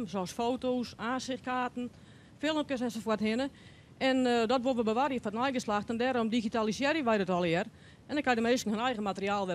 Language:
Western Frisian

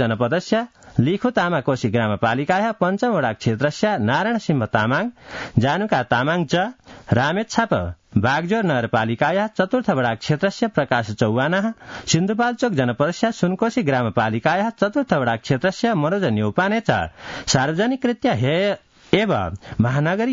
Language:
Sanskrit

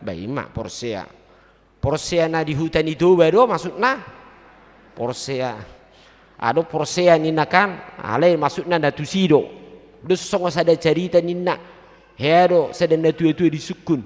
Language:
Batak Toba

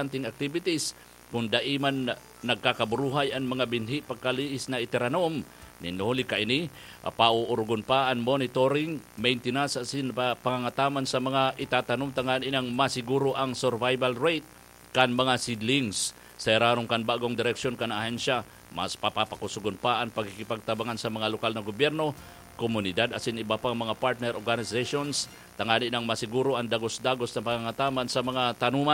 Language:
Bikol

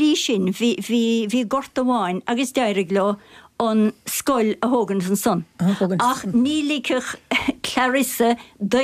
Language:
Irish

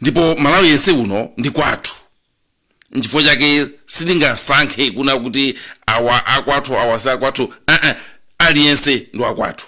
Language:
Nyanja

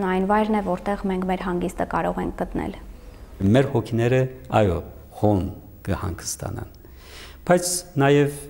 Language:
Armenian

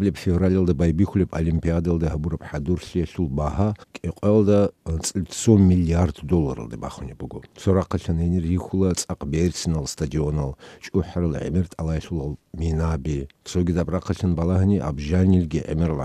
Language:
Avaric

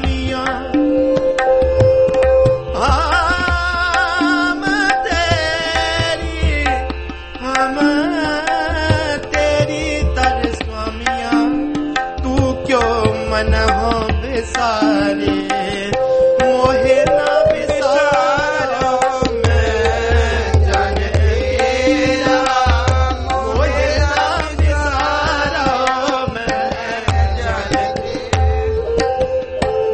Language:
Hindi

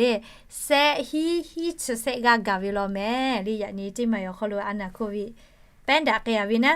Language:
Lahu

